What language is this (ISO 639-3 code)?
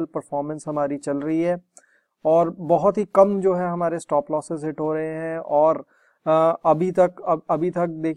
hin